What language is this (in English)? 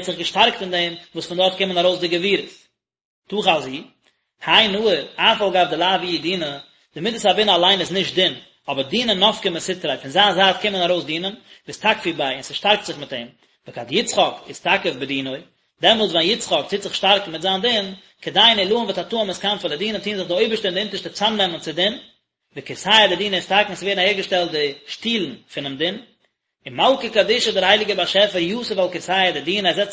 Yiddish